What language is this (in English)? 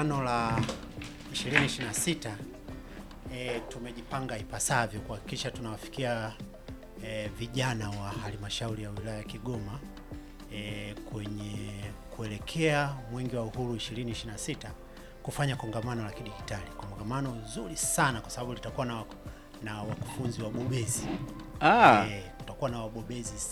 Swahili